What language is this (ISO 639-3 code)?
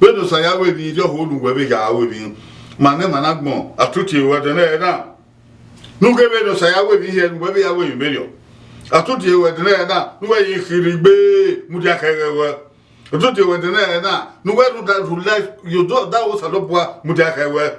bin